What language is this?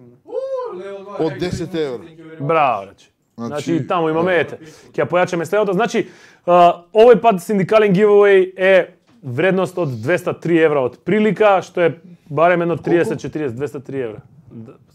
Macedonian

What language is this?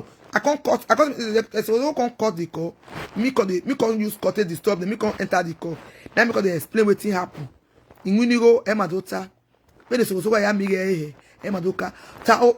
Nigerian Pidgin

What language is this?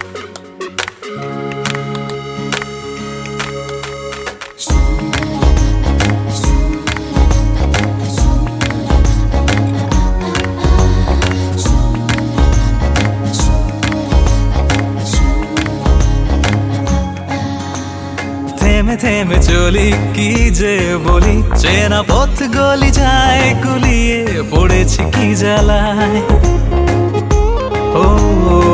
Bangla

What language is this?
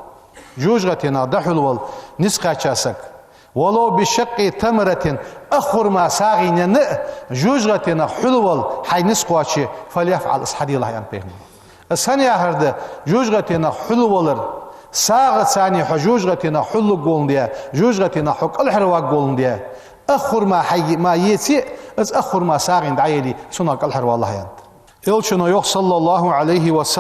Ingush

